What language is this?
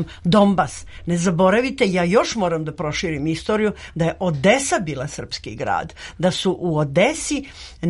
Serbian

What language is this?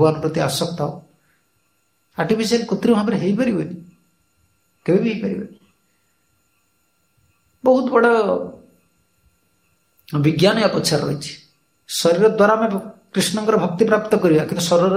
Odia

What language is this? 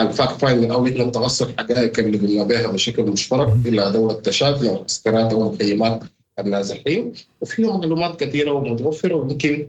Sudanese Arabic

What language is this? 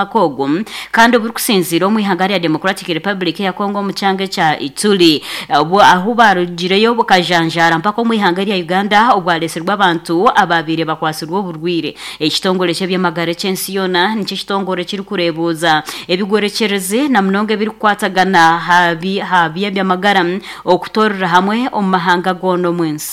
Nyankole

